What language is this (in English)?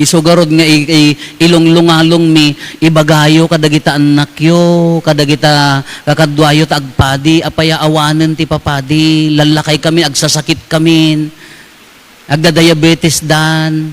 Iloko